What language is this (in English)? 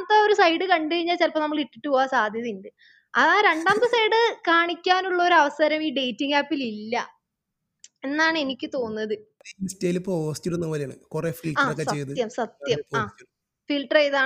Malayalam